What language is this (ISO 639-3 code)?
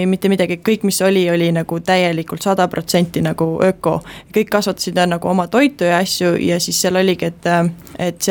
est